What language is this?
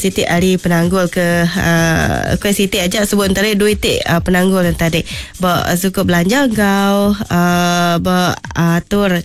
Iban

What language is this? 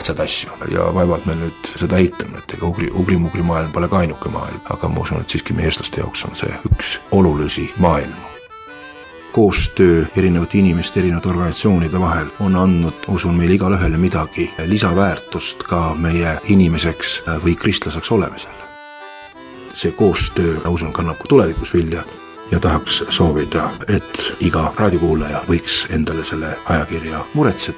Estonian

